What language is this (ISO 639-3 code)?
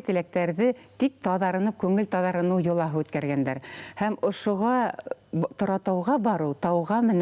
bak